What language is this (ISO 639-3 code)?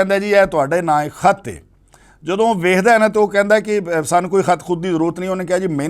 lah